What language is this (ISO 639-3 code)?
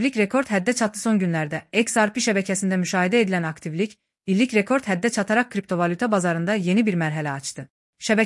aze